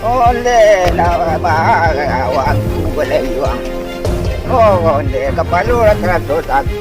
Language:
Minangkabau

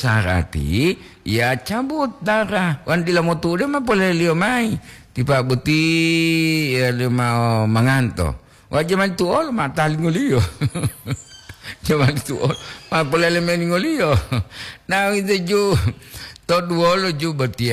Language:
Gorontalo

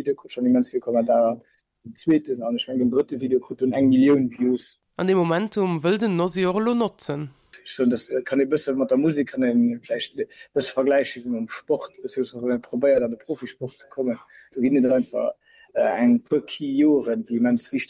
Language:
Luxembourgish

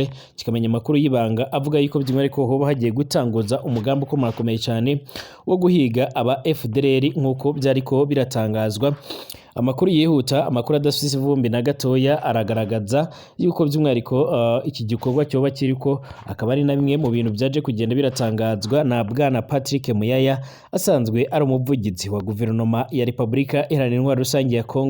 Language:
Rundi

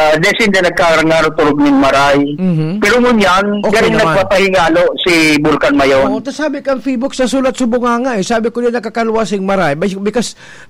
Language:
Bikol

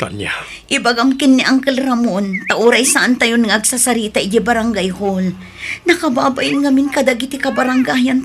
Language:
Iloko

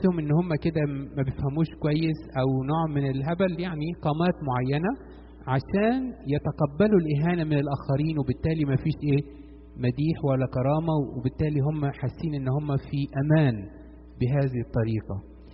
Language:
Egyptian Arabic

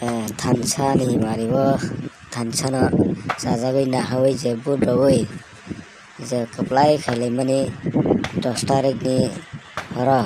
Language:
Kok Borok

